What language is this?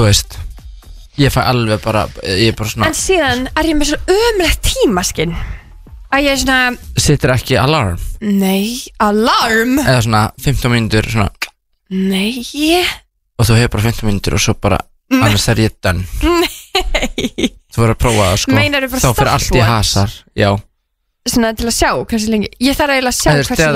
Icelandic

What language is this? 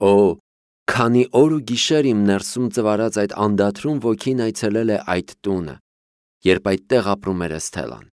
Armenian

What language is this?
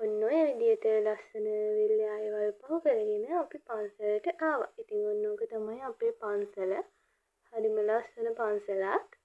Sinhala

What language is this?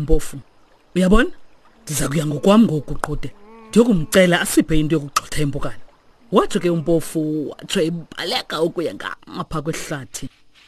Xhosa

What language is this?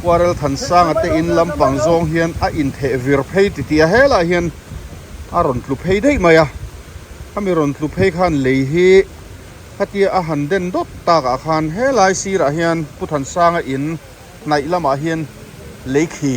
Mizo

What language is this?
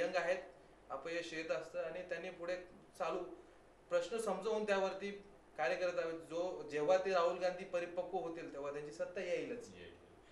Marathi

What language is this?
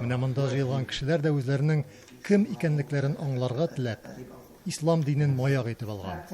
Tatar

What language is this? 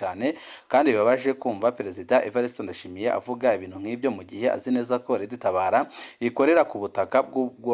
Rundi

